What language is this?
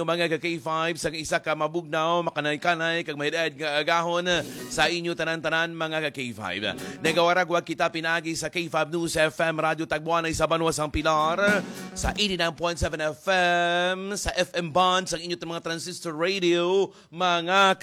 Hiligaynon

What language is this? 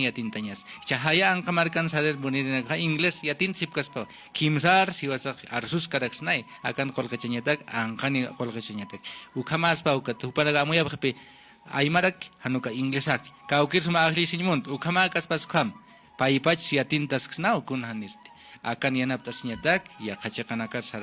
Aymara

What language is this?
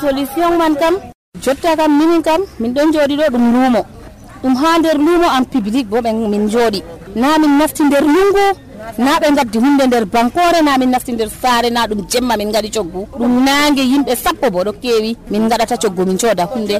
Nigerian Fulfulde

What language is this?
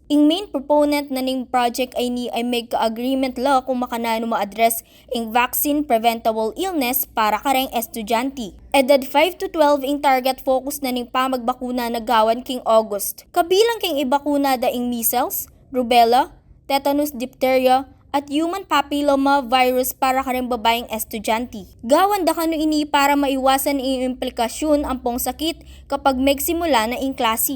Pampanga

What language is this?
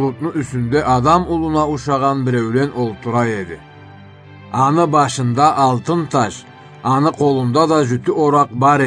Karachay-Balkar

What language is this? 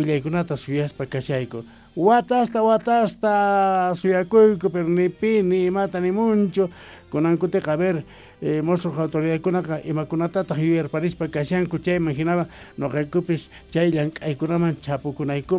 Quechua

